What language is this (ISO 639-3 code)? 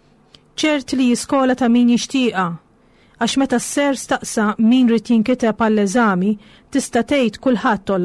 mlt